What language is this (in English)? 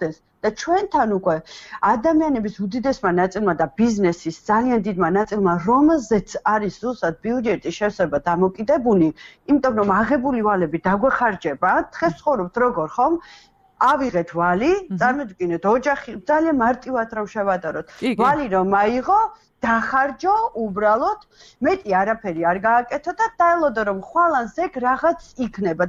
Georgian